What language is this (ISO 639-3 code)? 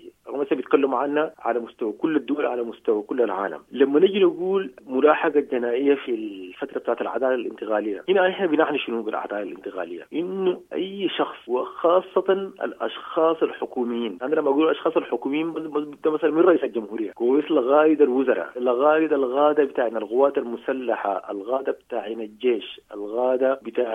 apd